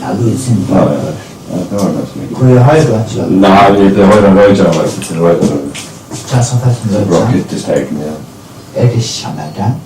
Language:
Faroese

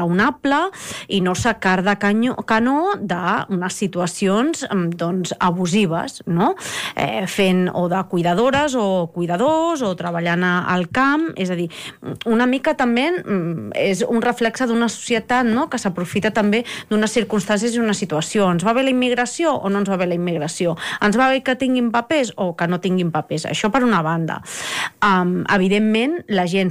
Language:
Catalan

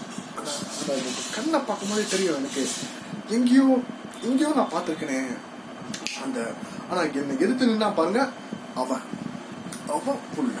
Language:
Tamil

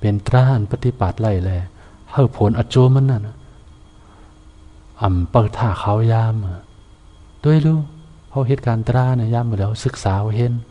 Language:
Shan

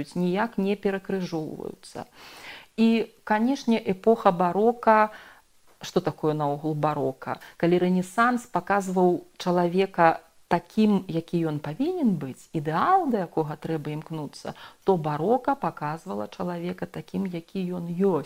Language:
Belarusian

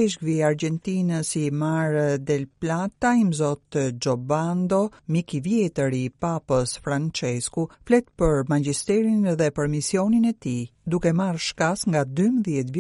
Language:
Albanian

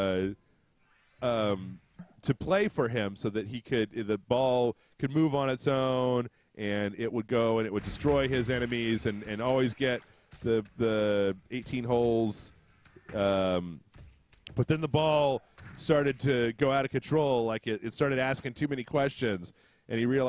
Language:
English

